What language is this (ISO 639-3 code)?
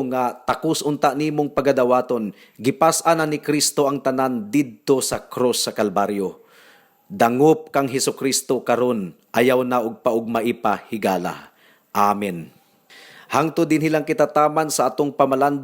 ceb